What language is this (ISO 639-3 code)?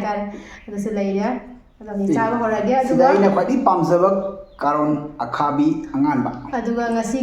mni